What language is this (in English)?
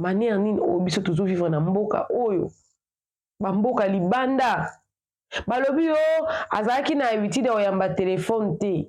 Lingala